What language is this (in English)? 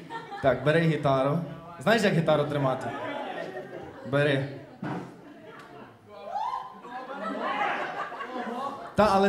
Ukrainian